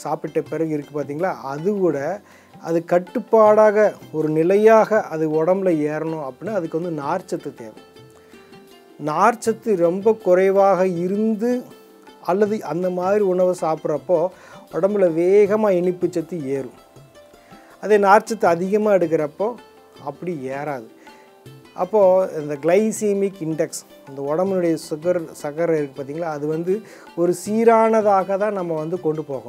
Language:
Tamil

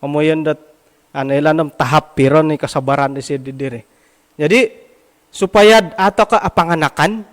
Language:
Central Dusun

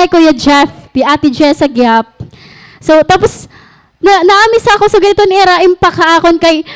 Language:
Waray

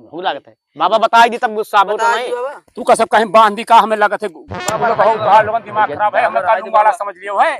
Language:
Awadhi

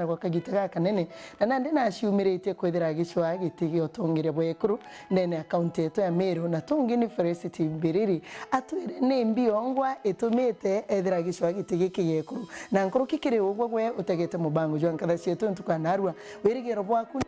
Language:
Meru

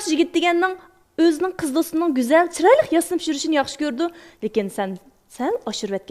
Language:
Uyghur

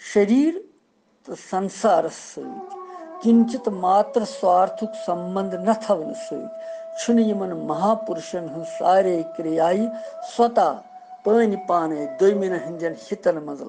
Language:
Kashmiri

